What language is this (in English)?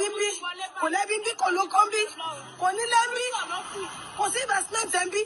Yoruba